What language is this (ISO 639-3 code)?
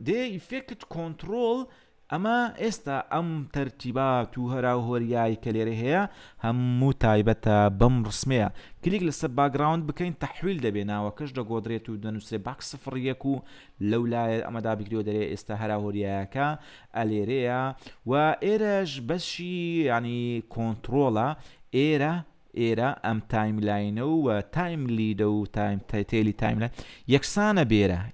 ckb